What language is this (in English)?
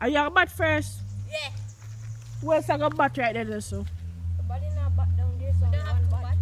Jamaican Creole English